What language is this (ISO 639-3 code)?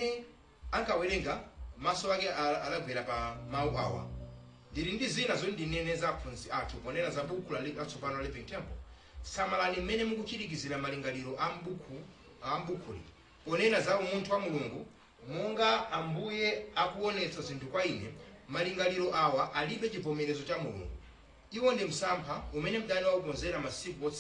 nya